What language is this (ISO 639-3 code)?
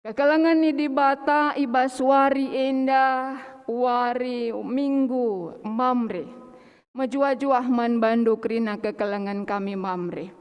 btx